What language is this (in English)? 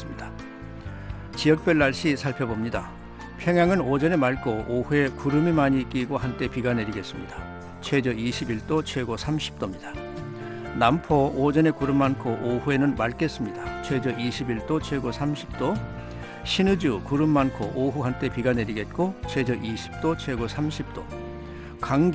Korean